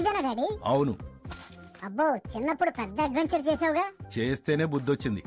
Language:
Telugu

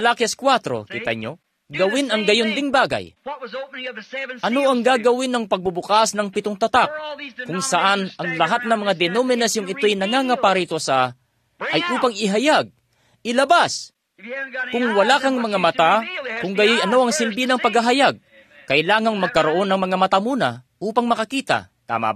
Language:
Filipino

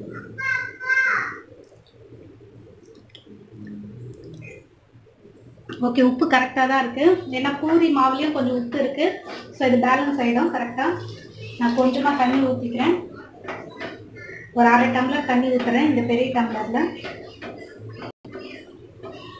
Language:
Tamil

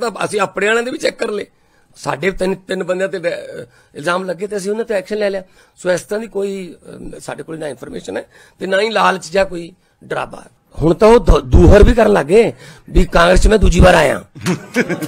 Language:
Punjabi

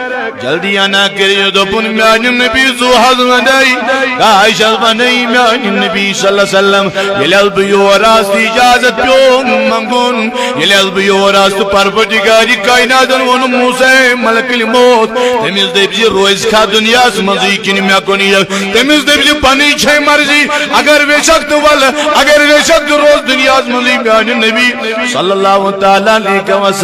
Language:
Kashmiri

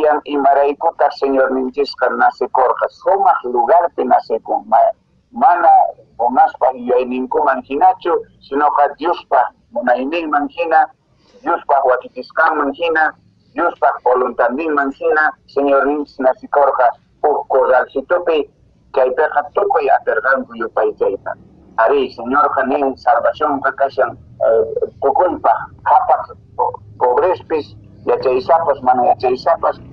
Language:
Quechua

